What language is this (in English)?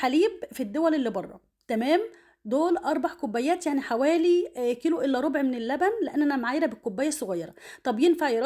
Egyptian Arabic